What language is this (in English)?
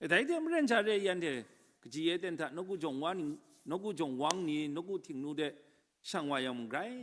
Kachin